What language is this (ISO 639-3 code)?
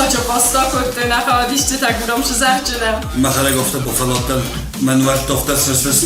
oss